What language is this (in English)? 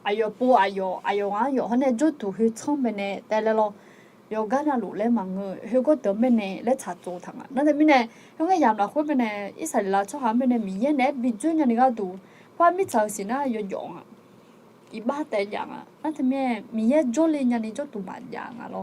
Akha